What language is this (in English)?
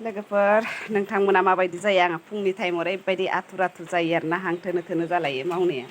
Bodo